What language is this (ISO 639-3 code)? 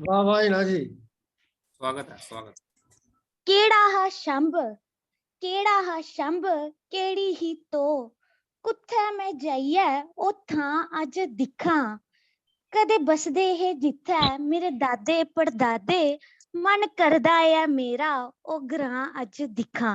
doi